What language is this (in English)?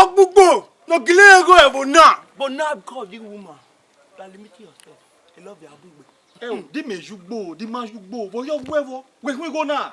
Bini